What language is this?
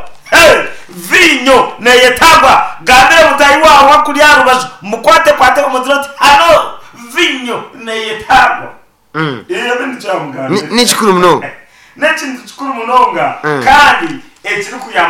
Nyankole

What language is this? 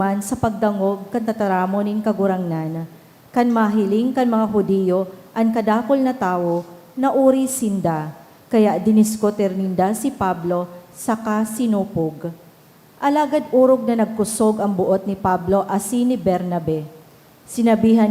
Bikol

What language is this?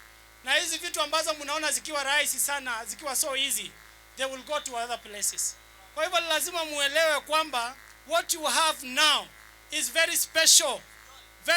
Swahili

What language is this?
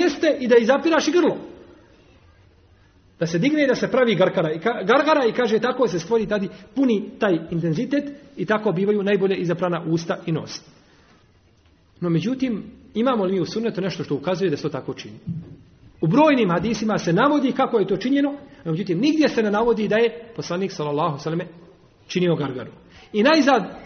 Bosnian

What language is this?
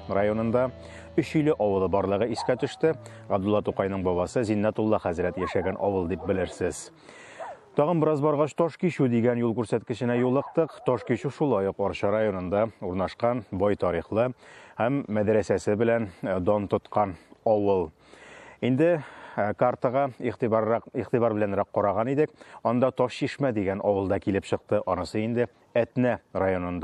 Tatar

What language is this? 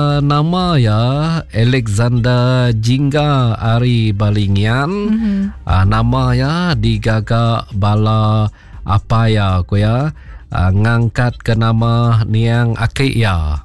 Iban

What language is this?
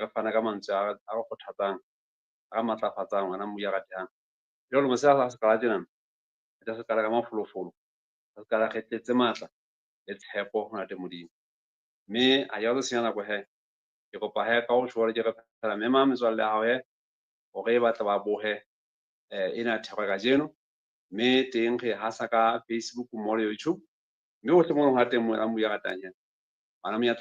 Southern Sotho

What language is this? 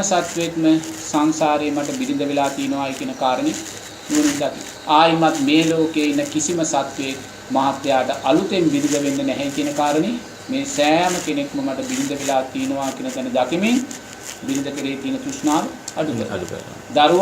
Sinhala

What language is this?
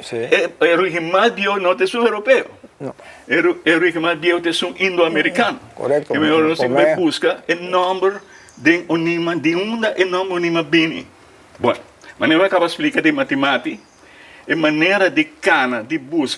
Papiamento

